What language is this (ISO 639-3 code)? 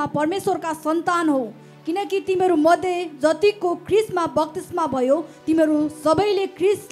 nep